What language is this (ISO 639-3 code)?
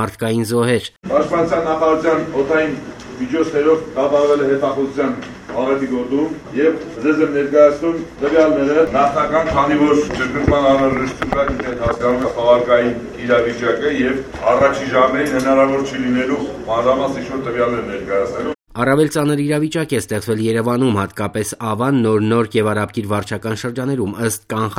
hye